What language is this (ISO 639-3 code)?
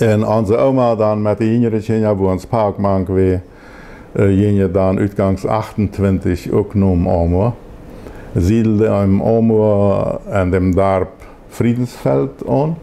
pdt